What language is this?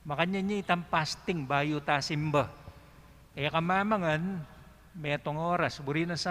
Pampanga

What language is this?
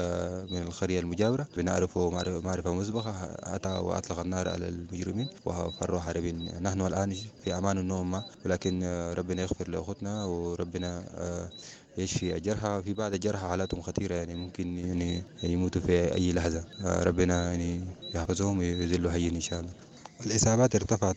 Sudanese Arabic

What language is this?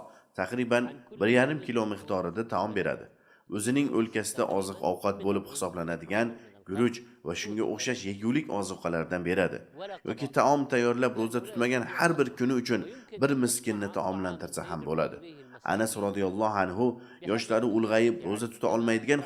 Uzbek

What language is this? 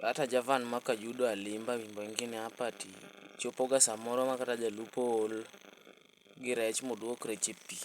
Swahili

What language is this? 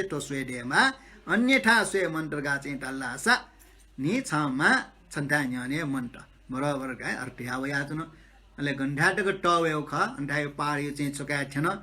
Newari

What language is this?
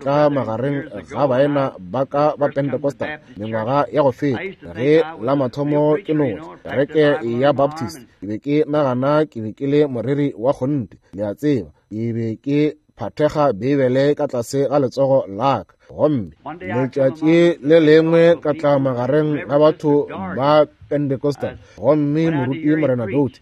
Northern Sotho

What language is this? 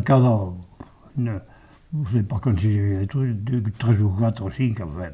Occitan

